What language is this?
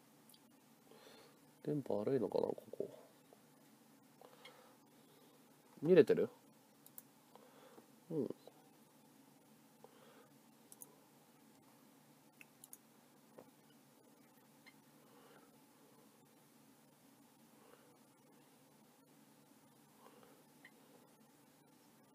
Japanese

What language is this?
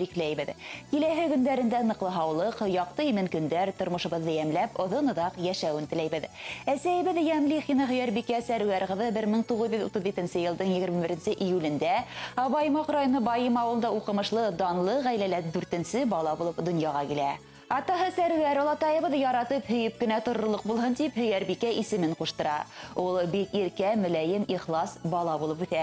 Bashkir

